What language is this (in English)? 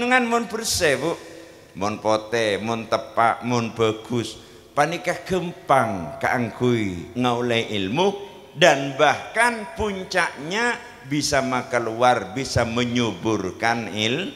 Madurese